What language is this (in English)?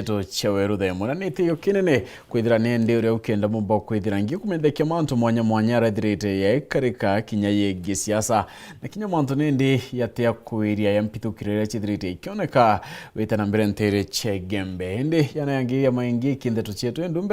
Meru